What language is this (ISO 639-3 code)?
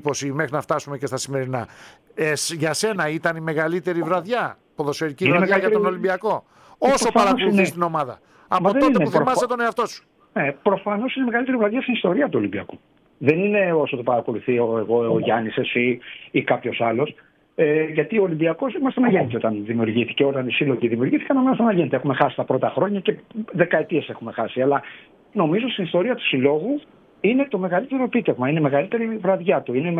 ell